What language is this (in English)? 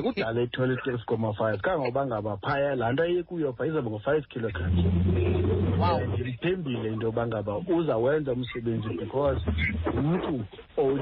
Xhosa